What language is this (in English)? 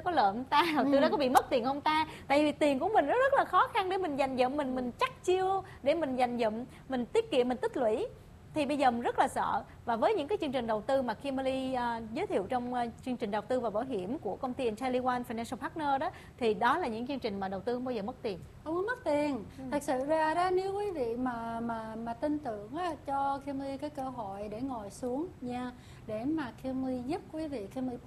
Vietnamese